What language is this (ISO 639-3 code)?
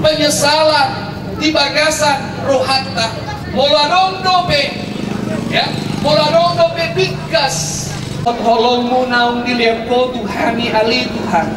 bbc